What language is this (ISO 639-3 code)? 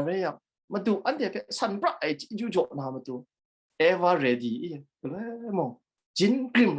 kac